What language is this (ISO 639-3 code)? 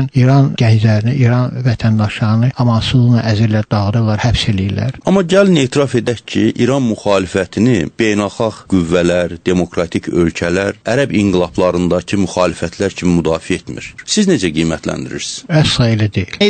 azb